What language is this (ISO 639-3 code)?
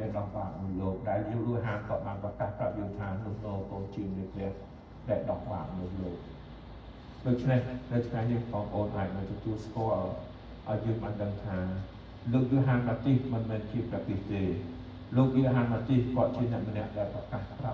khm